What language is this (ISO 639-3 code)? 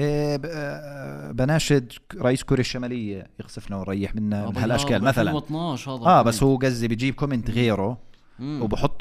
apc